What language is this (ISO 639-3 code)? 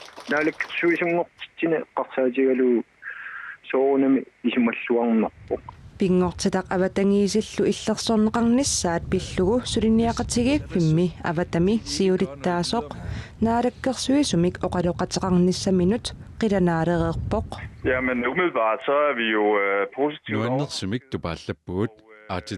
kal